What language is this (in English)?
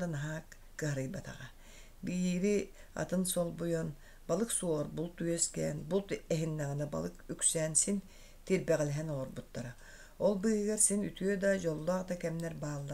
Yakut